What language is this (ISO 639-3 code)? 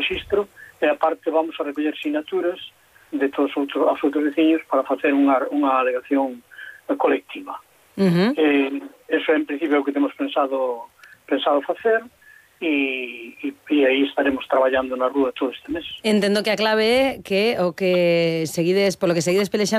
glg